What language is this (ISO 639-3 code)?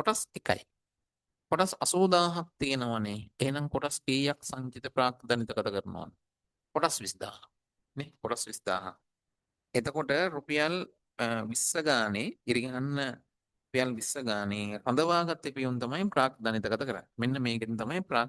sin